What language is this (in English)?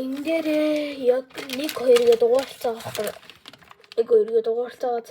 Mongolian